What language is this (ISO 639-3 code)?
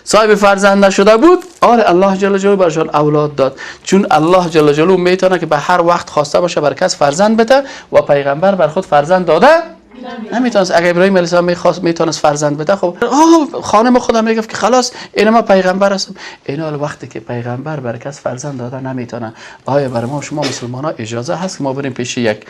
fas